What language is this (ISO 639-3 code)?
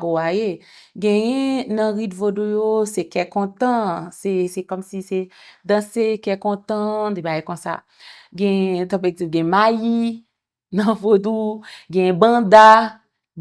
hat